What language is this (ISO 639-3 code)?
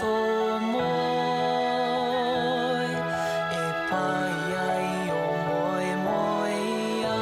mri